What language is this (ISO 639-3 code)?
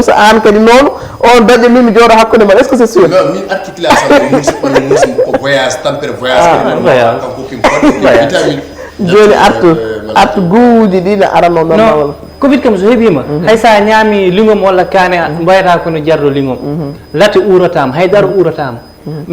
ful